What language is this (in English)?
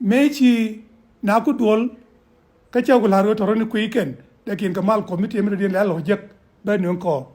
Nuer